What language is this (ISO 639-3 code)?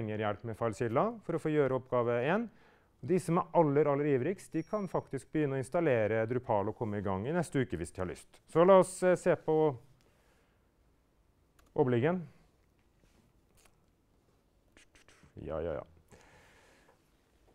nor